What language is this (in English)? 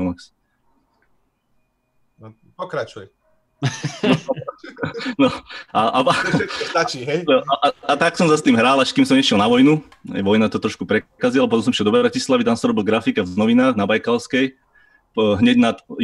Slovak